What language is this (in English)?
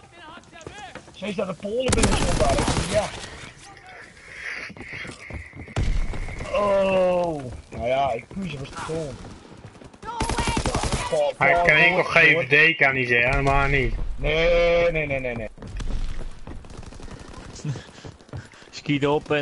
Dutch